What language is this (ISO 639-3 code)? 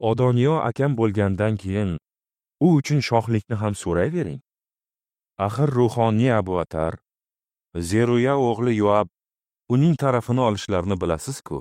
uzb